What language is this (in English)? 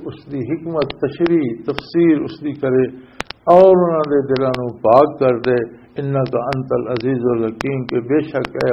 Western Panjabi